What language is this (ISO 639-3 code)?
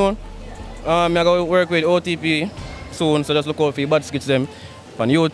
jam